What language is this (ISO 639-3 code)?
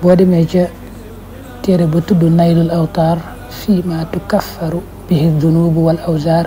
wol